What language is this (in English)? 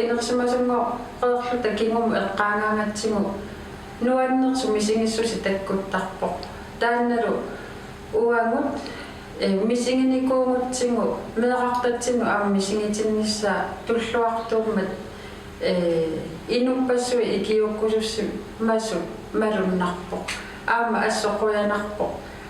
Kalaallisut